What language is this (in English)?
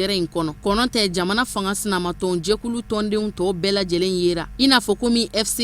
Bambara